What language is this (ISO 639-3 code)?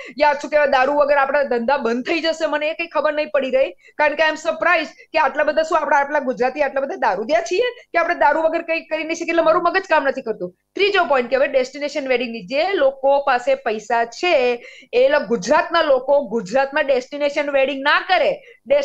guj